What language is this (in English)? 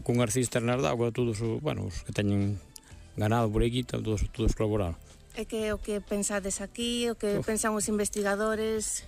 Galician